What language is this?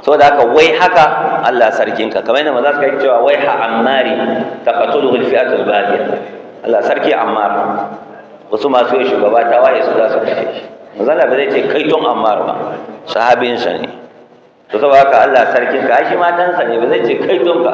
Hausa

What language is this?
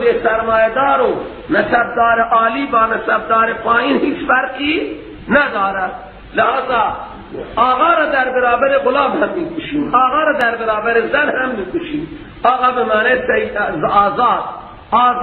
Persian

